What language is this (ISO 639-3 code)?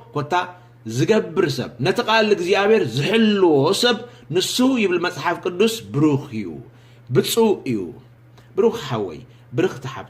tir